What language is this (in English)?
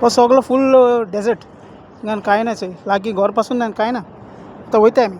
Konkani